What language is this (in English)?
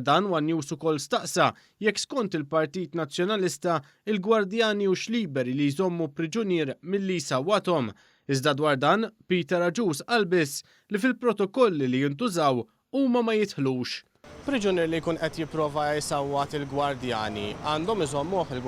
Maltese